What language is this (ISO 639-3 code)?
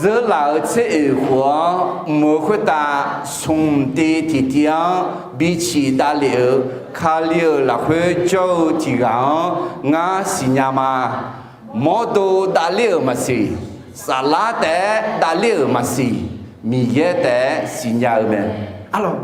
ahk